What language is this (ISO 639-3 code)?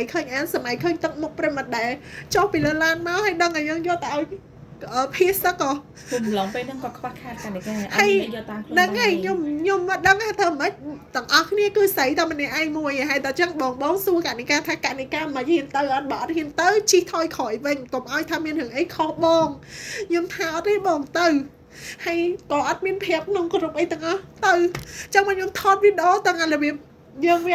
khm